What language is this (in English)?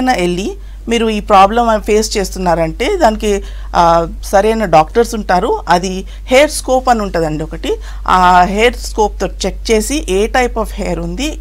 Telugu